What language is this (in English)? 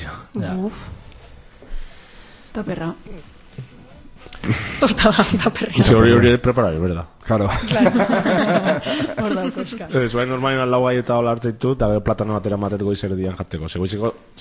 Basque